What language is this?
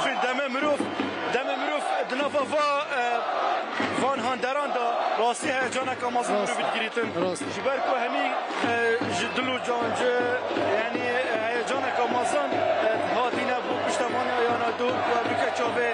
Kurdish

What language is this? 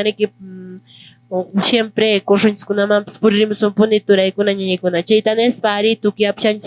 Quechua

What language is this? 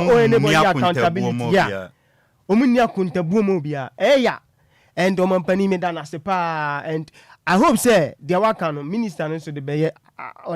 Akan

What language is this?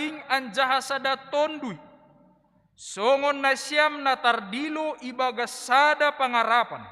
Batak Simalungun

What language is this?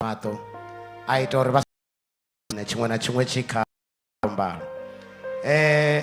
Venda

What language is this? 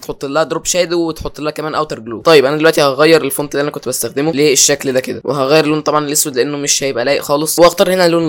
Egyptian Arabic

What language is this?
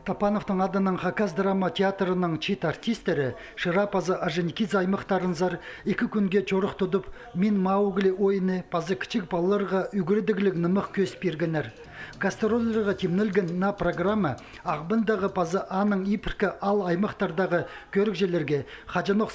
Khakas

